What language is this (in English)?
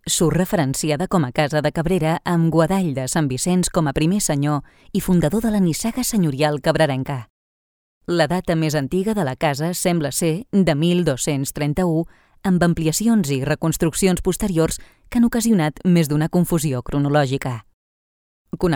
Catalan